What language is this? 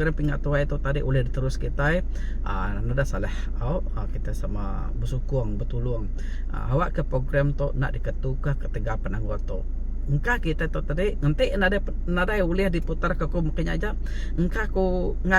Iban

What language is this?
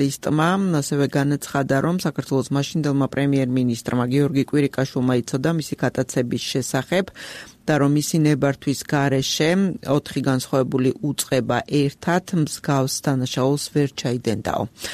Georgian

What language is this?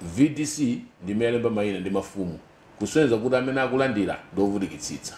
Nyanja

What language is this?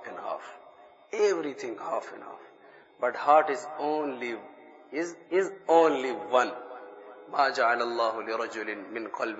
Urdu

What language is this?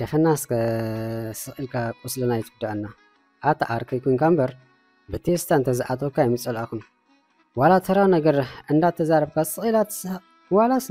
Tigrinya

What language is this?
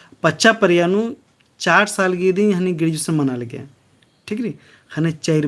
Kurukh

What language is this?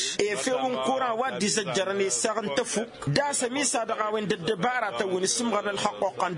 Tamasheq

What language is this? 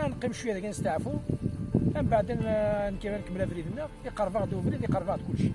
Kabyle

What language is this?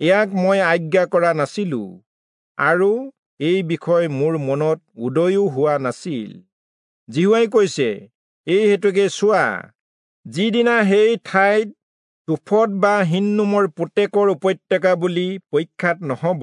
Assamese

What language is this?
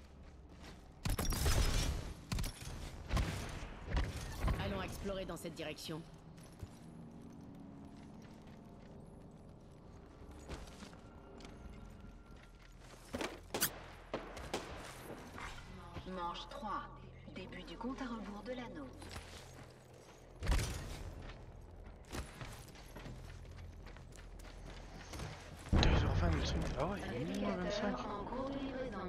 French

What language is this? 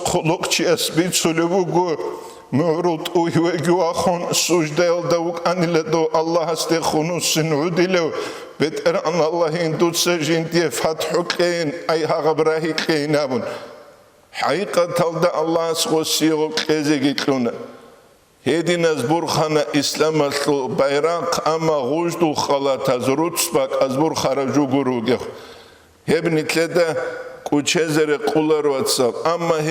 Avaric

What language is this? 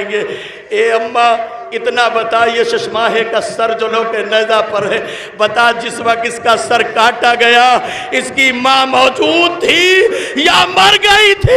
Urdu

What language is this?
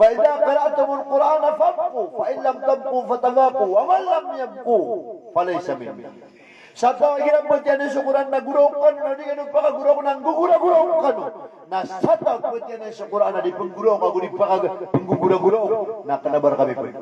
Maranao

